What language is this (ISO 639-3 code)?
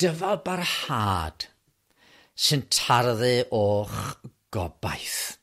cym